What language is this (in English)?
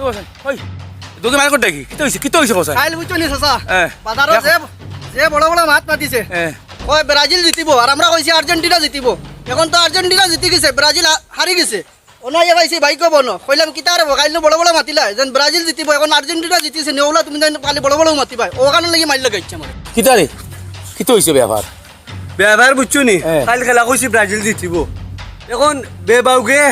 Sylheti